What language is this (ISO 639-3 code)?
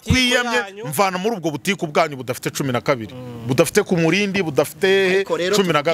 kin